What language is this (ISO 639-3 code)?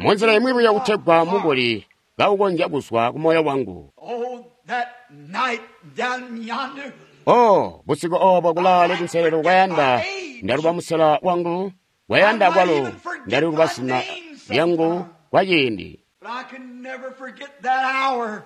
toi